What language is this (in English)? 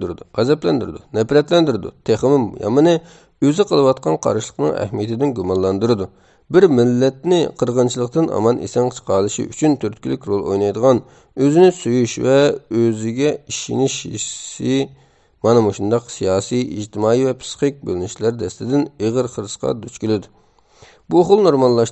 Uyghur